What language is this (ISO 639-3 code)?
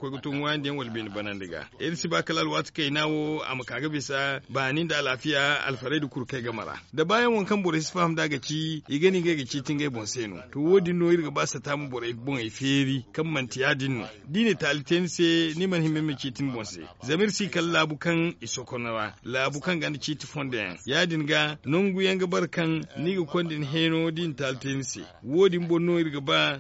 dje